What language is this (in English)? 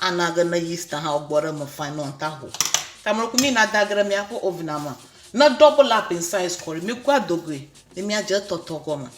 Ewe